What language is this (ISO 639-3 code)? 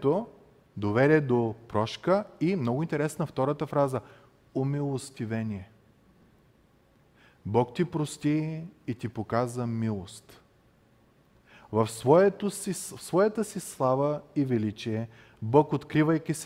bul